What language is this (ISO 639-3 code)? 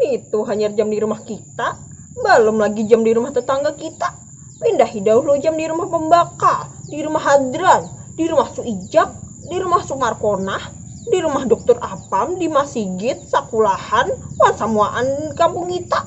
bjn